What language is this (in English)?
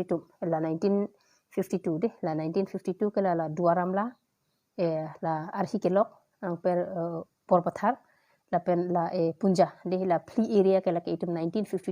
Karbi